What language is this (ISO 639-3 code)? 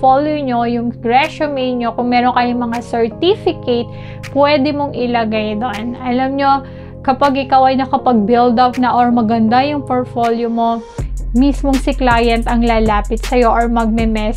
fil